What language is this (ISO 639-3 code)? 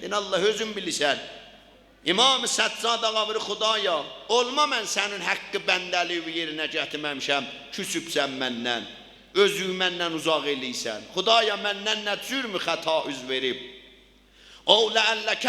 azb